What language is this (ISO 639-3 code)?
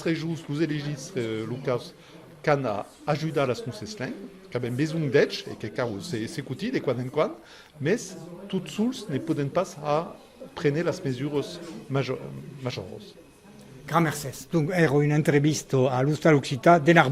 oci